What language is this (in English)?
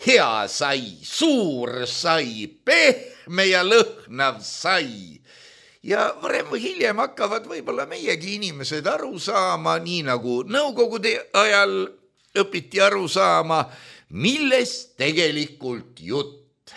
Estonian